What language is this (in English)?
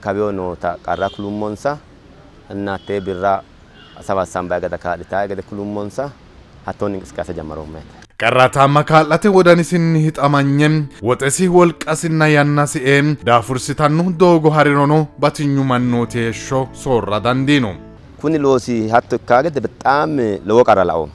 Sidamo